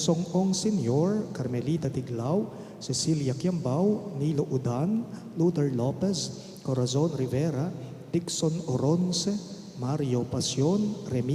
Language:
Pampanga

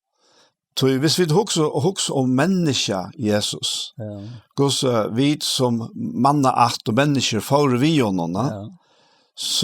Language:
Faroese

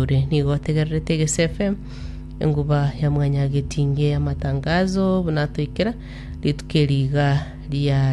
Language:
Gusii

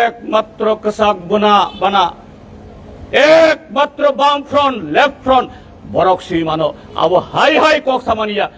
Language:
Kok Borok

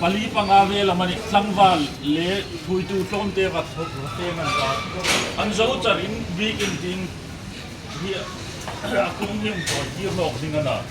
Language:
Hmar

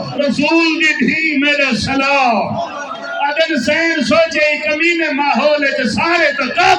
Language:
Saraiki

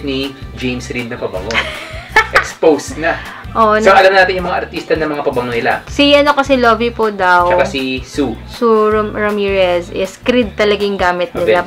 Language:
Filipino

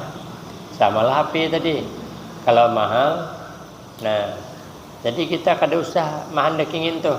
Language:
Banjar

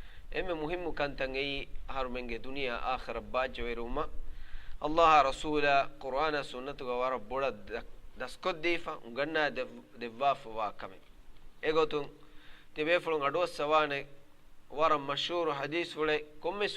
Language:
Divehi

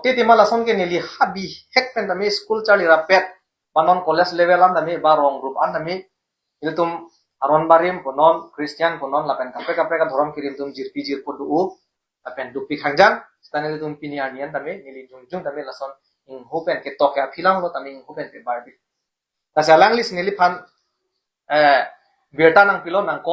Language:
Karbi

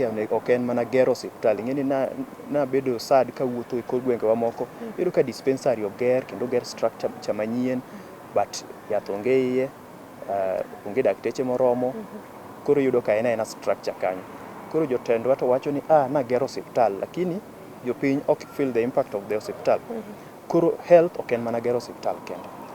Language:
Luo (Kenya and Tanzania)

